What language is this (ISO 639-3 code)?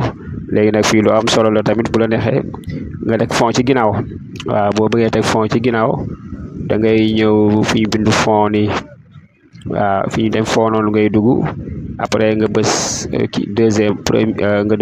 wol